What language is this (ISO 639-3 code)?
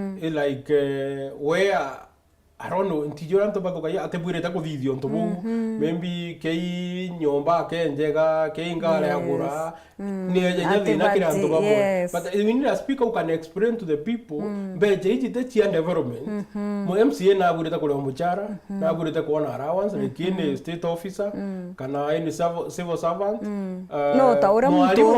mer